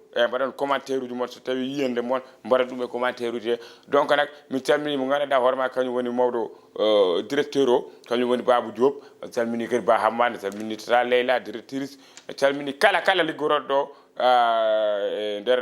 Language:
Fula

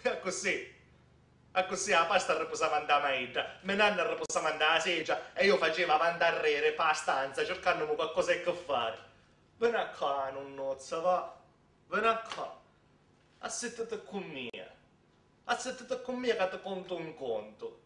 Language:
Sicilian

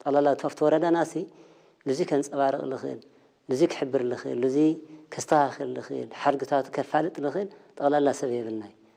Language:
Tigrinya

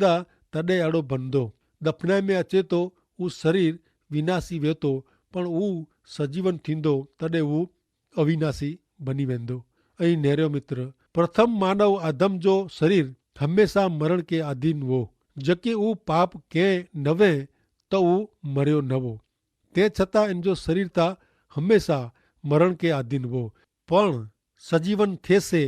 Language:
Kachhi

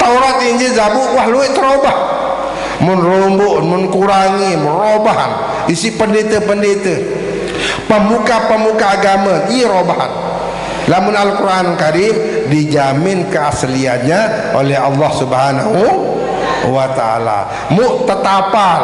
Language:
Sasak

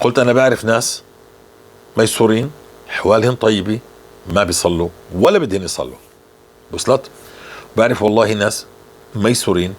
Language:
North Levantine Arabic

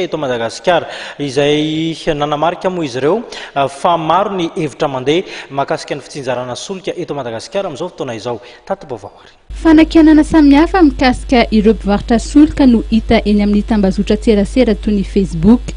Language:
Malagasy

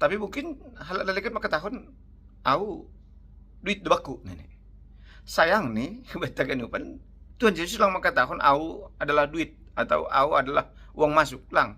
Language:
Batak Simalungun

